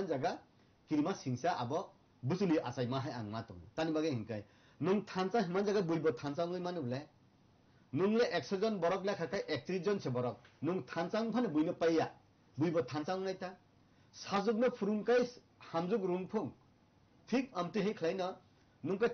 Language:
Kok Borok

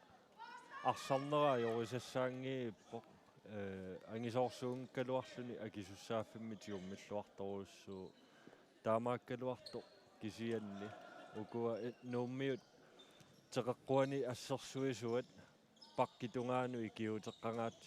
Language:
Kalaallisut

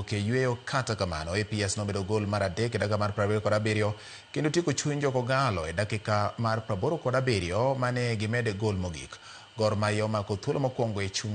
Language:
Luo (Kenya and Tanzania)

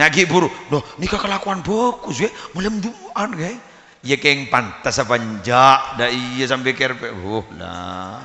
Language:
Madurese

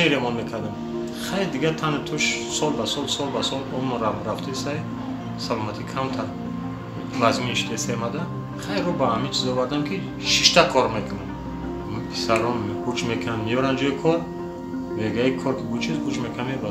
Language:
Tajik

